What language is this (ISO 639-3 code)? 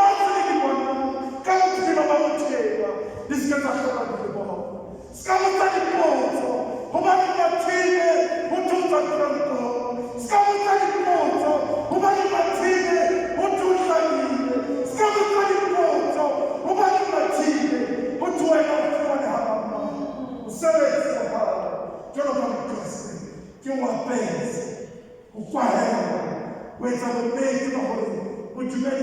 sot